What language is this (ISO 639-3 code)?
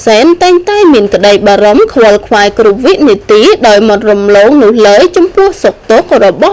khm